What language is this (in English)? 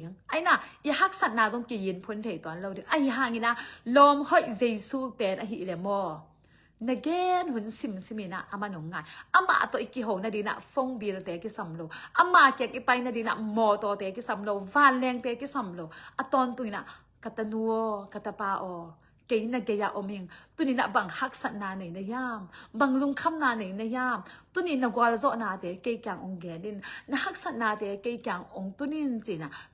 Tedim Chin